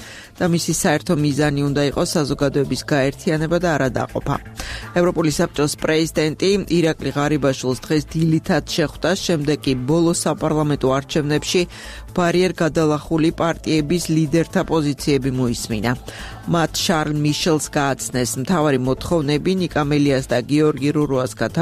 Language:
Georgian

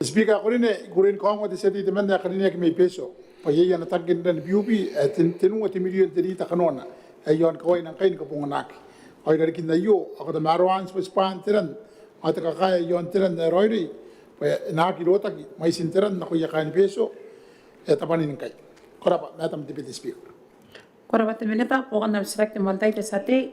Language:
Gilbertese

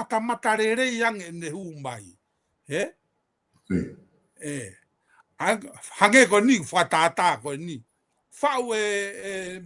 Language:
Tongan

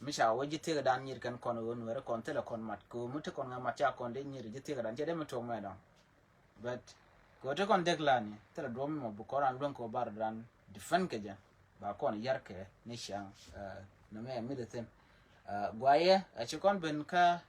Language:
Nuer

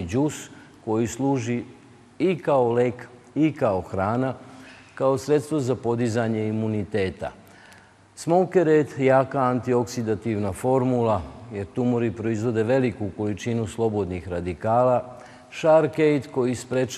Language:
Serbian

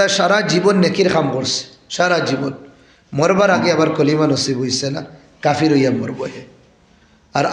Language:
Sylheti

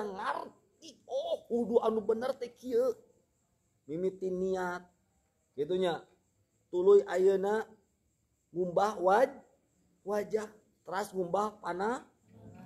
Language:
Sundanese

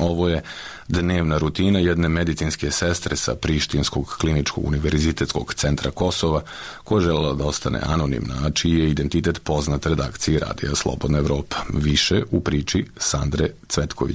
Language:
Serbian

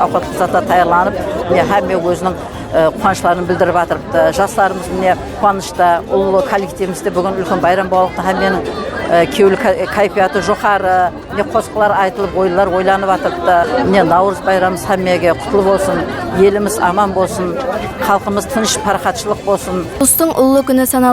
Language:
Kara-Kalpak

